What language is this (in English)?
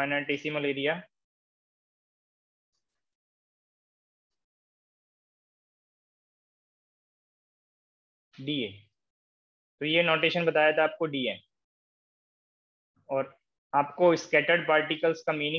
Hindi